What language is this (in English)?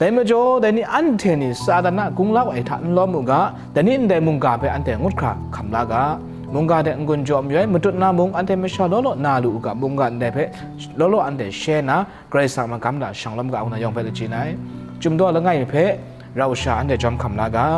Kachin